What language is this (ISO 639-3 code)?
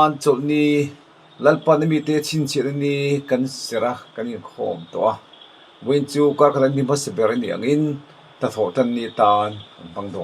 lus